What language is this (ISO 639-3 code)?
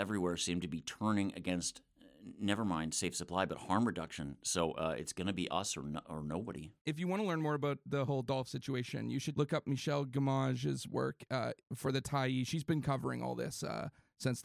eng